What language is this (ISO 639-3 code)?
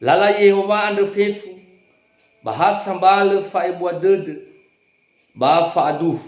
nia